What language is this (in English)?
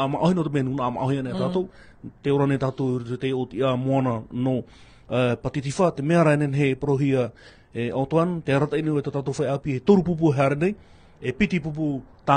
Tahitian